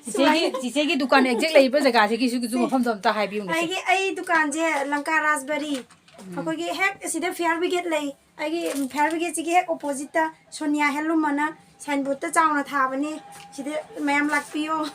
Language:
Manipuri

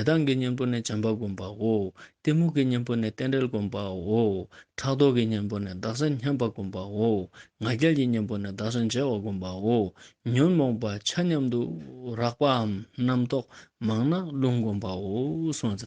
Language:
Ladakhi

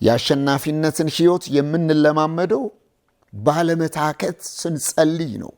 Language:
Amharic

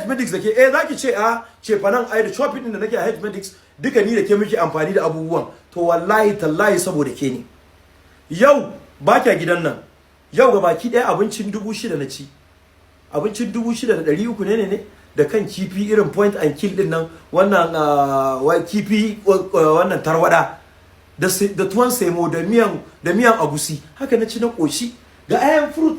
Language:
Hausa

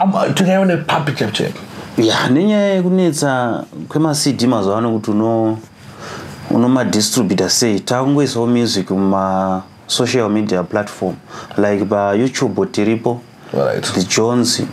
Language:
Shona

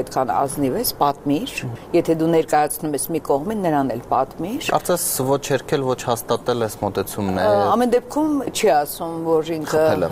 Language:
Armenian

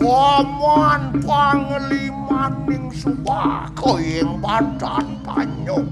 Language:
Balinese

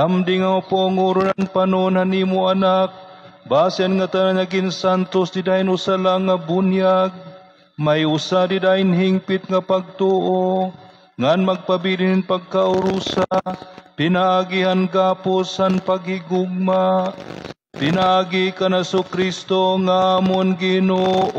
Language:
Waray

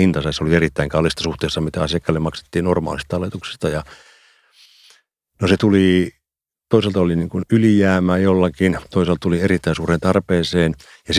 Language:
Finnish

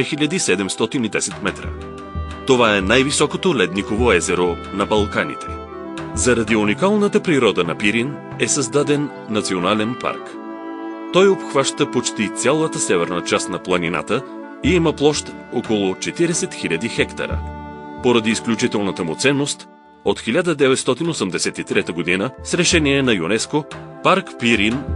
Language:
Bulgarian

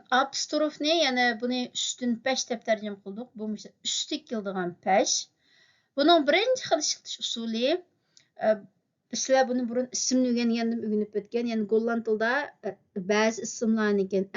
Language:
Uyghur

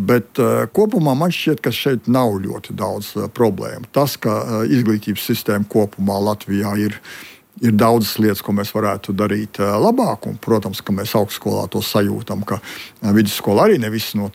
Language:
Latvian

